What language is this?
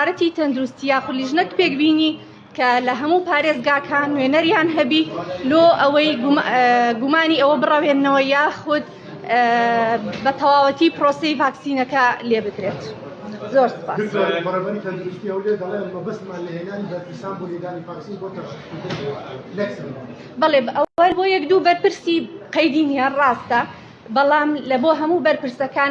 Central Kurdish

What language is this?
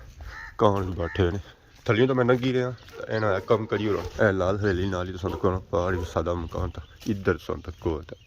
Pahari-Potwari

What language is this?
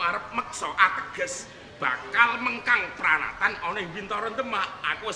Javanese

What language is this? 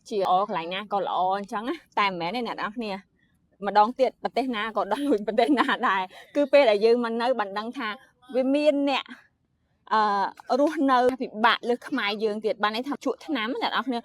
Khmer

